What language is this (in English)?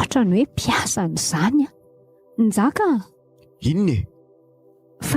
Malagasy